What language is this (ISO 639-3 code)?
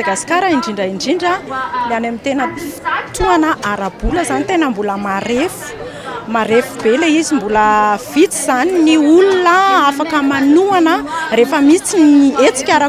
mlg